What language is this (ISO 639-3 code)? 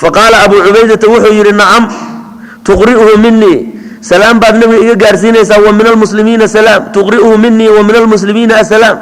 som